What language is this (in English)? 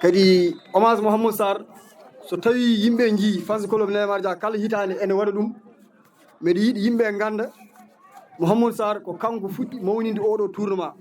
Fula